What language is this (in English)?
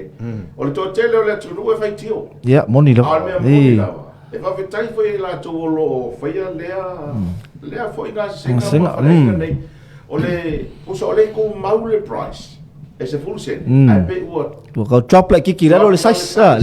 Samoan